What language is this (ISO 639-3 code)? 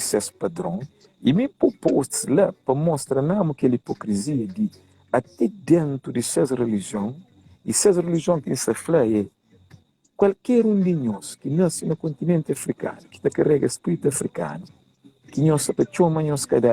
kea